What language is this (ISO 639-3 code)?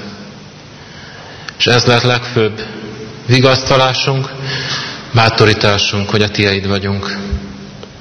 hun